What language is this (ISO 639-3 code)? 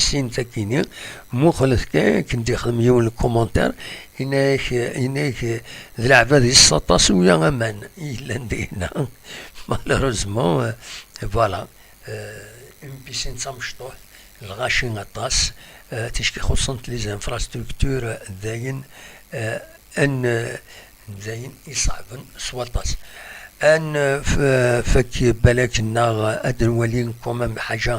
kab